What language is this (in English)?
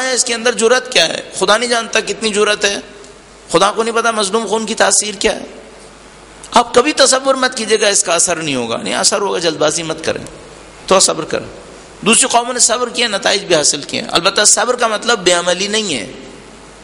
Urdu